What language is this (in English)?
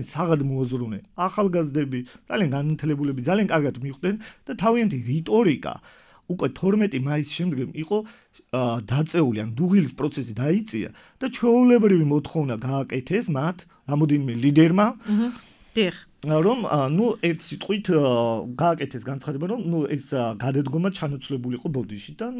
Georgian